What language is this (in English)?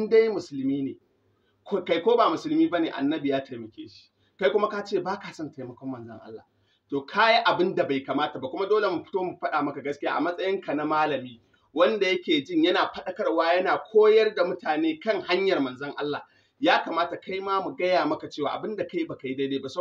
Hausa